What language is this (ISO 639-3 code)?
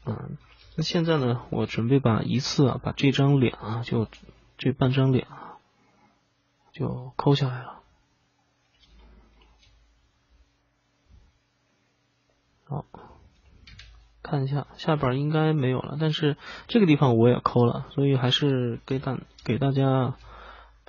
zho